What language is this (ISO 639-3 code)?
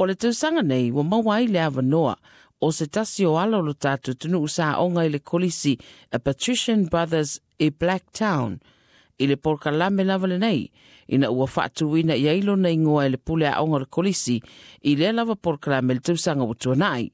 smo